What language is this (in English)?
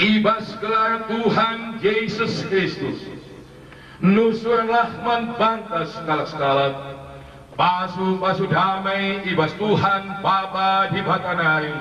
Batak Karo